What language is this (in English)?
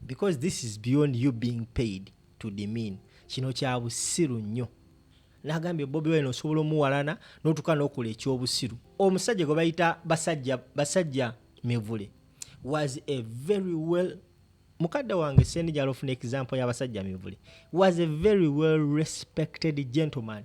Ganda